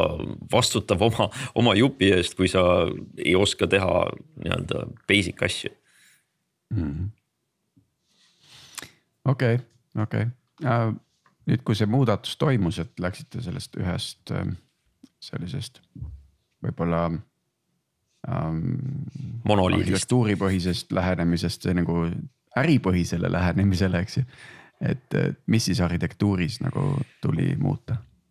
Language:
Estonian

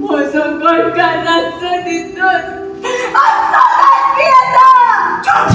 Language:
Konkani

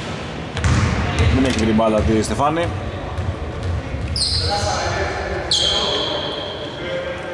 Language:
Greek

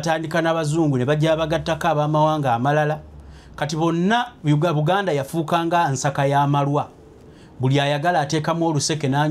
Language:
Ganda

